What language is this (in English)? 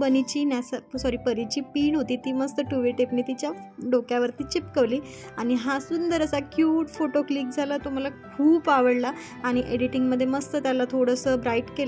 Marathi